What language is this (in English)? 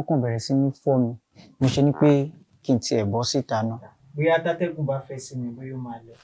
Yoruba